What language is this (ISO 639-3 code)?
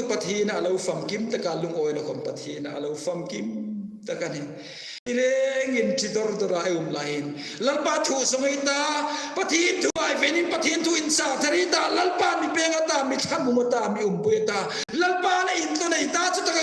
hmr